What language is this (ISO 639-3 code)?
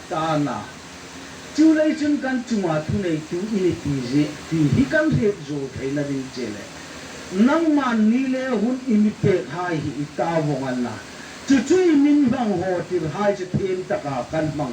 hmr